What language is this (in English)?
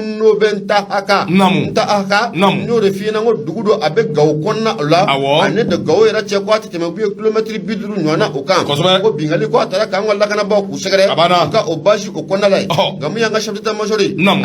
Bambara